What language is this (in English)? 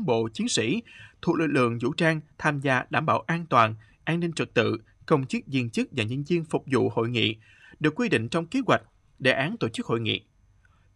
Vietnamese